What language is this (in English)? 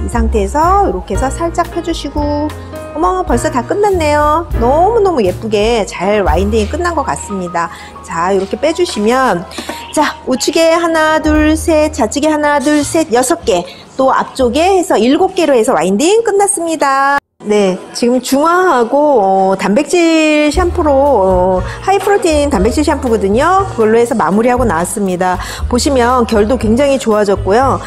Korean